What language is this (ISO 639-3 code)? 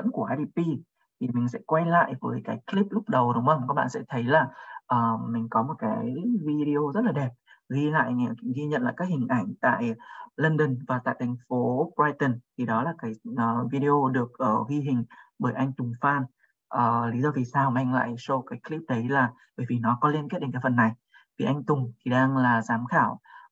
vie